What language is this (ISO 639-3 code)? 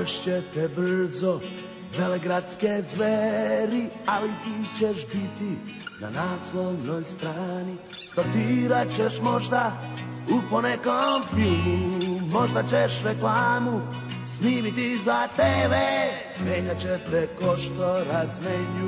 srp